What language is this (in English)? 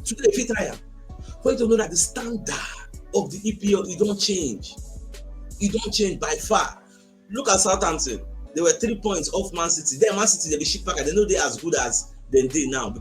Nigerian Pidgin